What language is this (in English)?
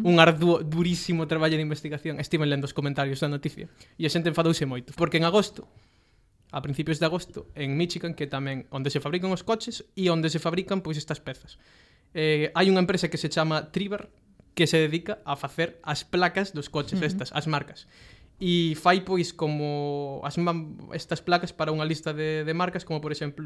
Galician